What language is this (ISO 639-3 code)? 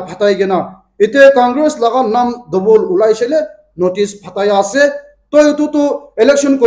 nag